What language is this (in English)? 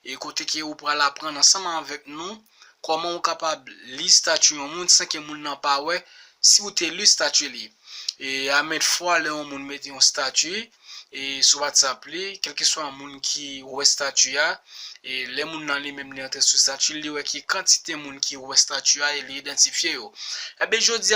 Haitian Creole